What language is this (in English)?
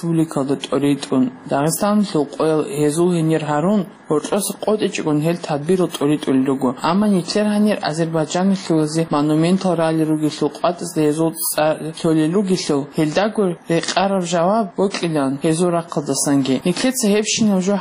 Avaric